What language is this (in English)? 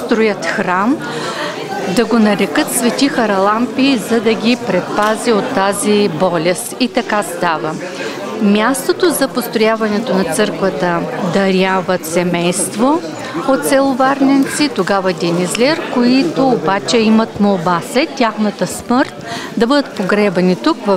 Bulgarian